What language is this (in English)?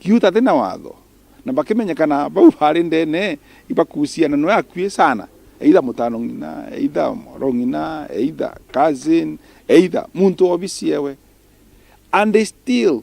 Meru